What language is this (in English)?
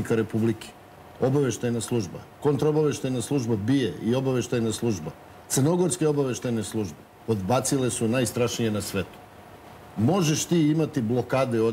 Serbian